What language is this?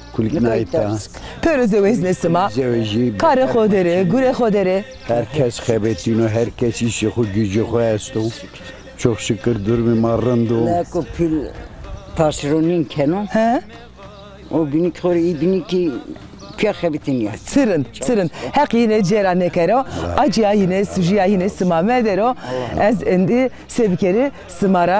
Zaza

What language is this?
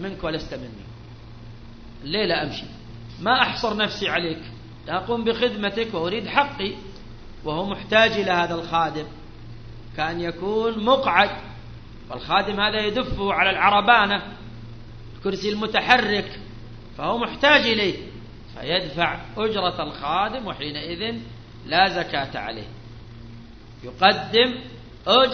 Arabic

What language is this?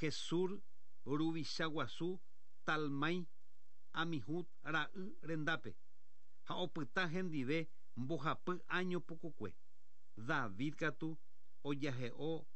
Guarani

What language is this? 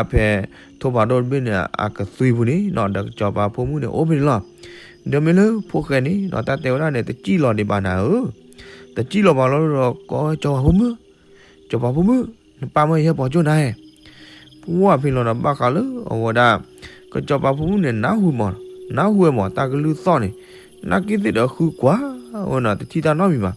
S'gaw Karen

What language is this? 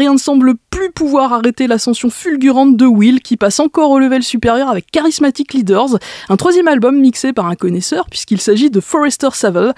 French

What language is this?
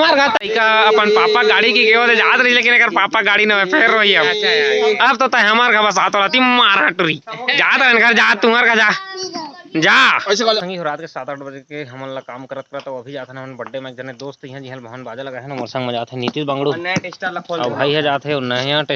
Chhattisgarhi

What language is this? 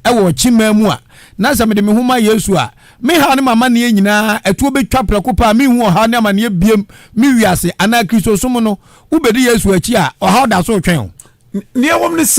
Akan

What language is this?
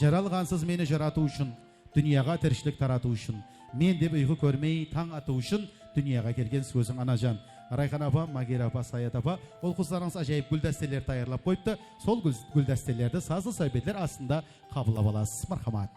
Kara-Kalpak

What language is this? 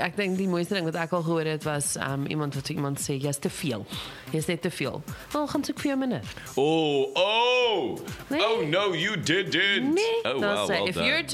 Afrikaans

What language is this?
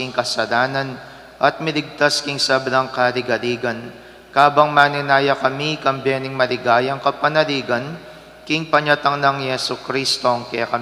Pampanga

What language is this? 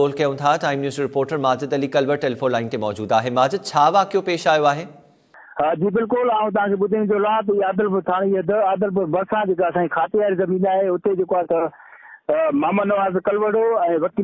Sindhi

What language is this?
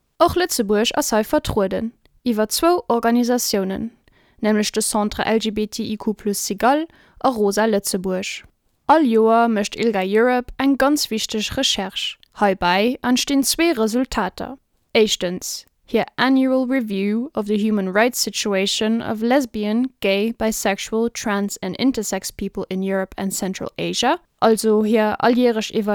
Luxembourgish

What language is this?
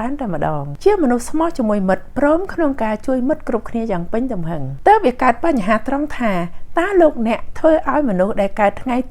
Khmer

